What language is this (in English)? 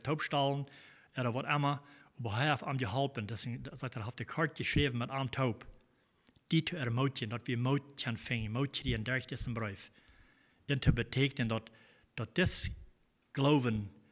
Plautdietsch